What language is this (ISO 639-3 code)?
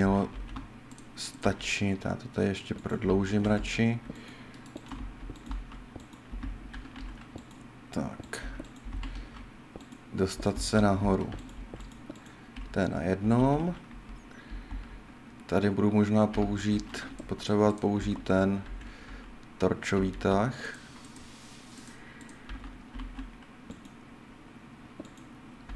ces